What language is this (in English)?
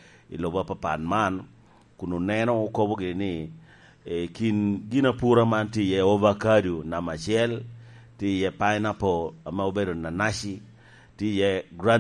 Lango (Uganda)